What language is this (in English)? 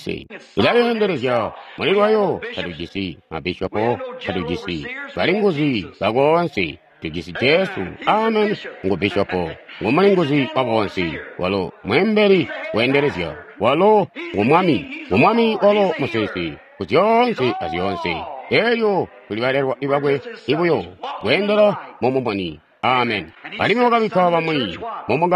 Tonga (Zambia)